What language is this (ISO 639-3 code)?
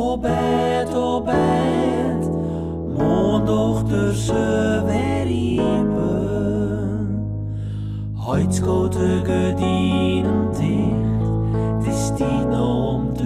fry